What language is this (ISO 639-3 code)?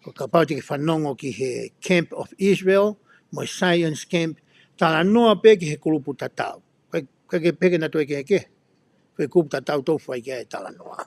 ton